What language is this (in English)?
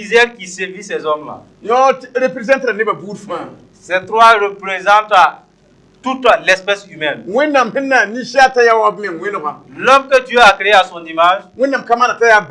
Mossi